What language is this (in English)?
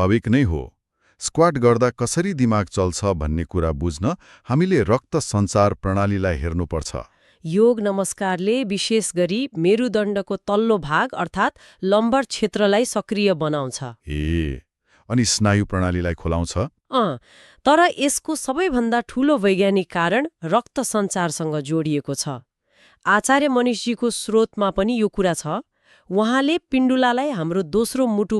Nepali